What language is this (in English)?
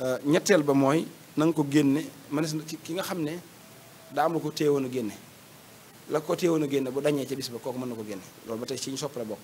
Wolof